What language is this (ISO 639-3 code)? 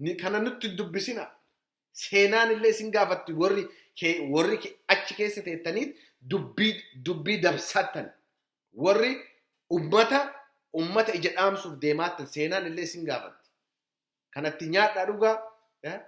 orm